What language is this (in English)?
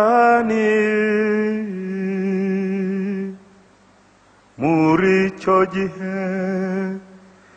Kinyarwanda